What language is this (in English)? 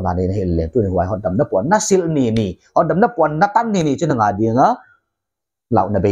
Paite Chin